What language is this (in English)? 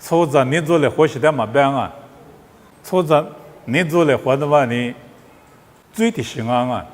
Lisu